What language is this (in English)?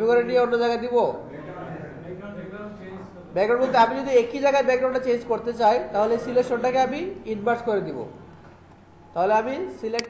Bangla